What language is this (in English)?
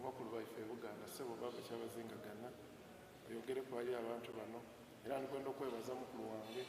Soga